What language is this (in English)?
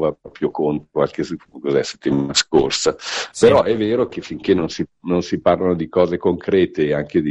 Italian